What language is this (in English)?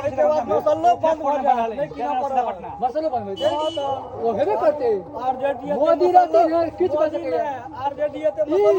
Maithili